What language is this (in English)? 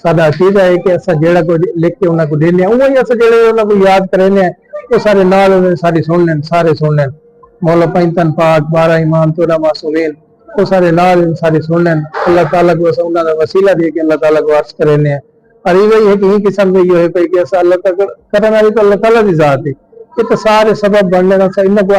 Saraiki